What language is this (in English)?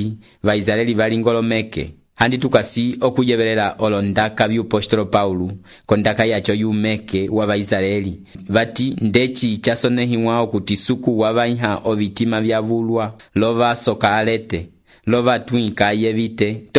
Umbundu